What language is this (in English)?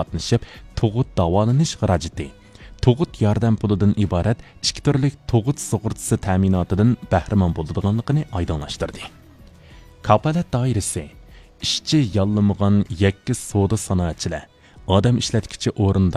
Uyghur